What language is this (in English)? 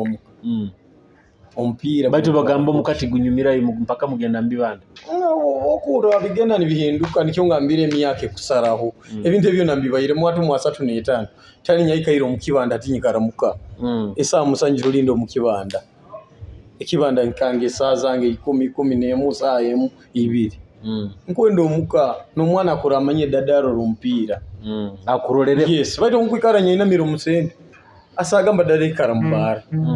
Nyoro